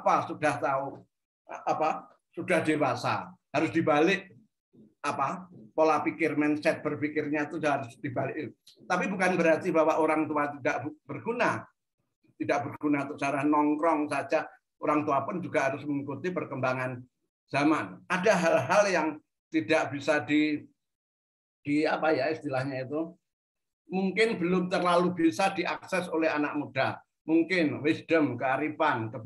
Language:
Indonesian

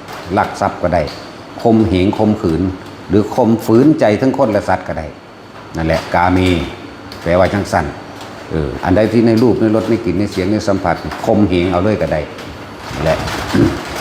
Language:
Lao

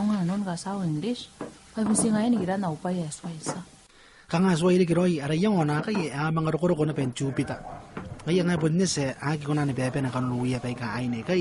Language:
Gilbertese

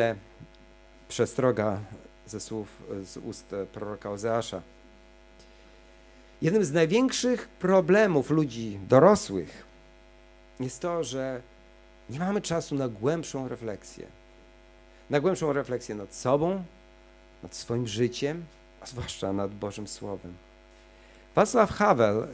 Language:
Polish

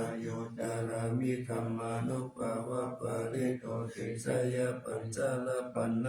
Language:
Pali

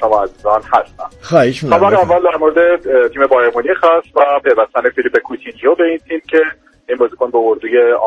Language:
Persian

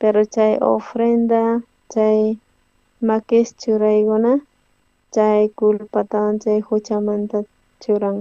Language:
South Bolivian Quechua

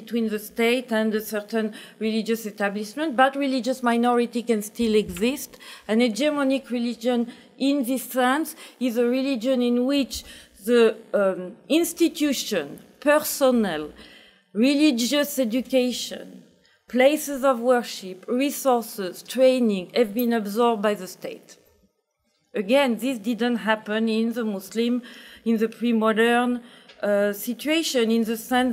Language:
English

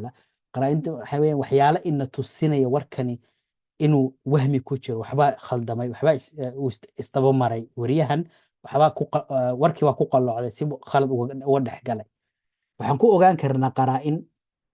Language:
Somali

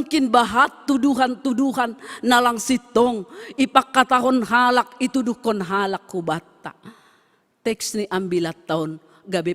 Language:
Batak Simalungun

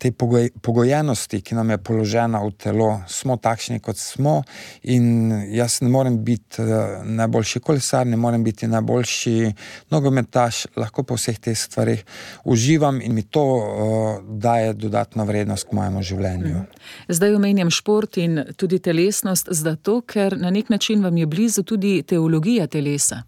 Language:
Slovenian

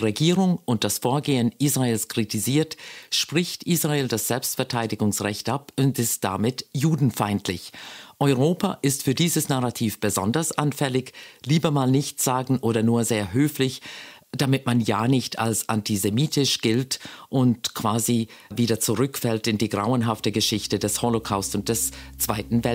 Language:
Swiss German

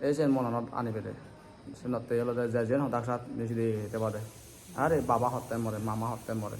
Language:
Chakma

